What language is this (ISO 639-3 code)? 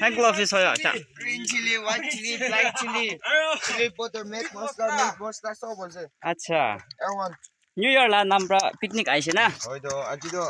nag